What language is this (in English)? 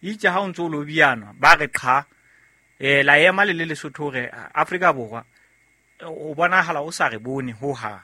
Southern Sotho